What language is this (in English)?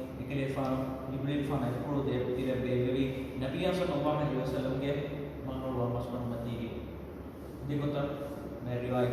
Divehi